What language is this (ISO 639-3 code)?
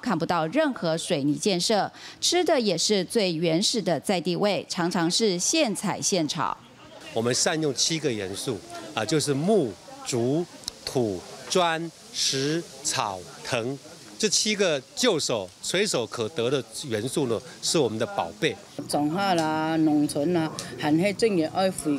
zho